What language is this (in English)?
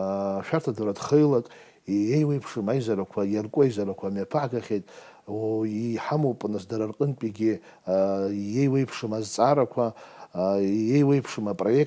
Abkhazian